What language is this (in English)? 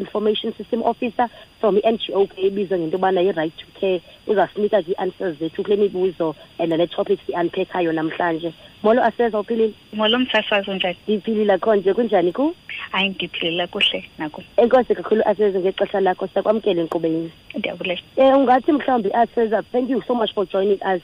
Xhosa